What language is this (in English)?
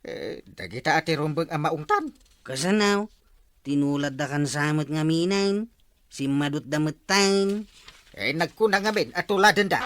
Iloko